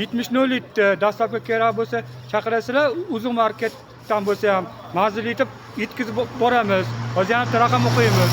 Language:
Uzbek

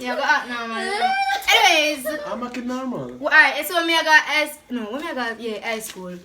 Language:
Jamaican Creole English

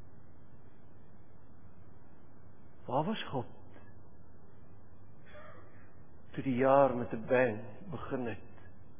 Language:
Afrikaans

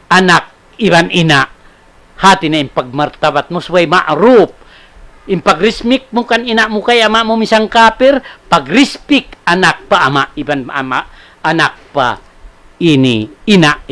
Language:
Tausug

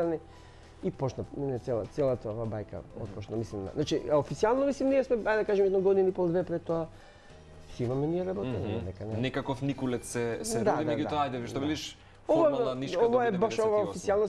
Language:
Macedonian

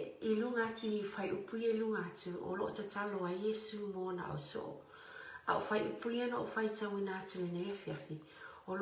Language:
Samoan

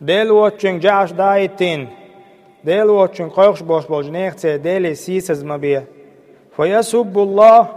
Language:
Chechen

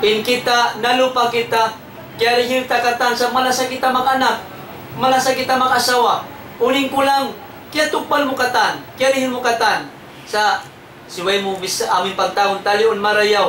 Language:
Tausug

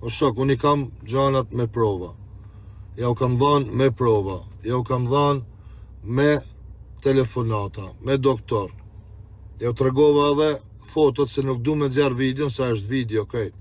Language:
Albanian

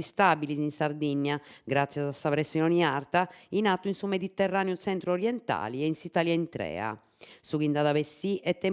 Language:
Sardinian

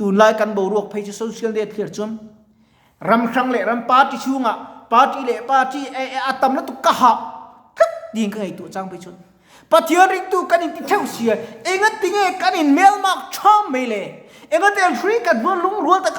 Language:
Mizo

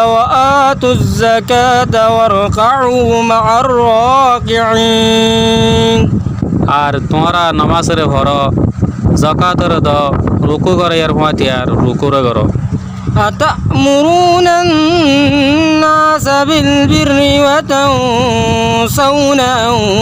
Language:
Rohingya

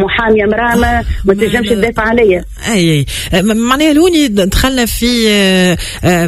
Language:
Tunisian Arabic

